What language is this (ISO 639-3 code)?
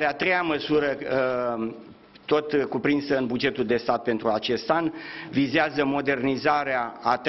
ron